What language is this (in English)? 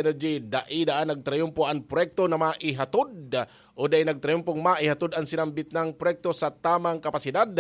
Bikol